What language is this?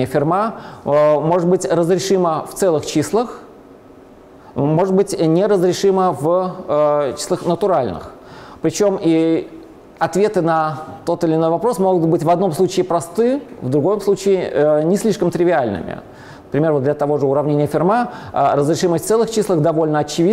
Russian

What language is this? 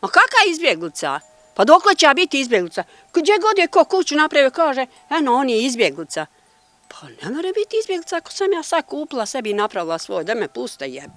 Bosnian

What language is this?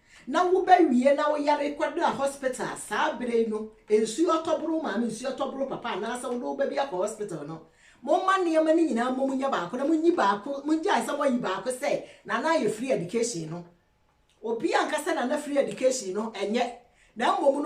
Akan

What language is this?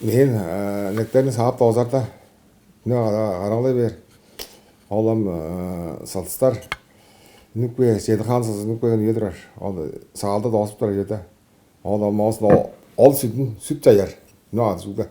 Tuvinian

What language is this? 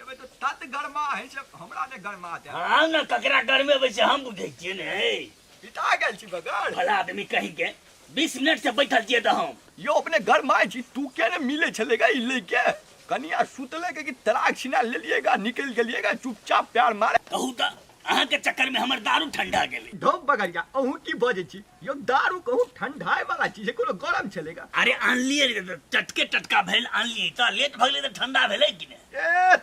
Maithili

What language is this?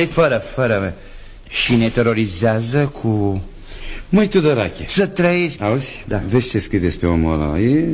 Romanian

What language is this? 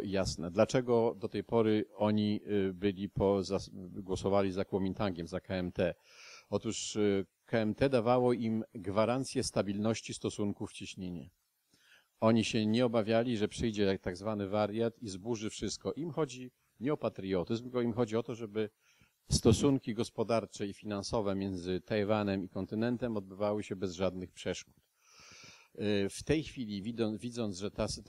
Polish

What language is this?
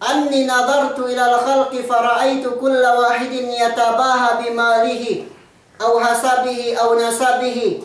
Yakan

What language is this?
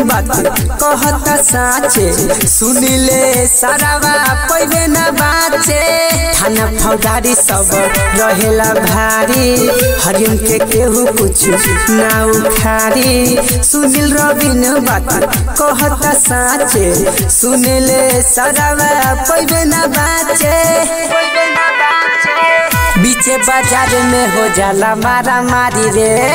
Bhojpuri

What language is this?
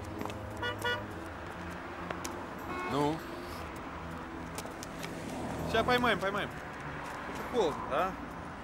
Russian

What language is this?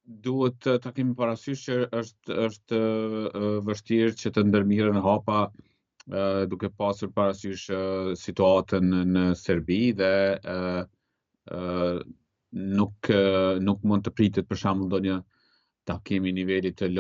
Albanian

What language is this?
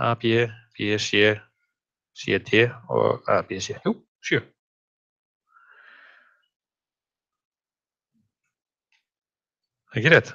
Icelandic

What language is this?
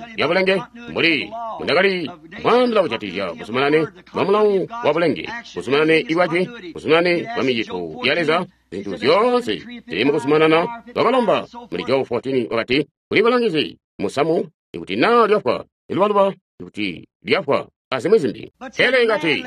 Tonga (Zambia)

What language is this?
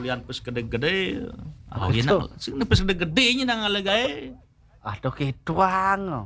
Balinese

